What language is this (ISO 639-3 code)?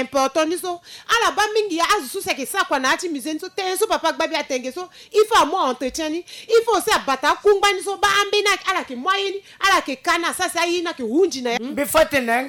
sag